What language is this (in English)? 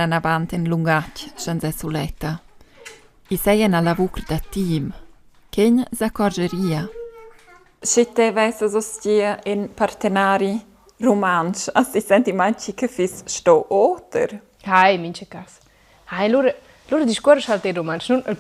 Romansh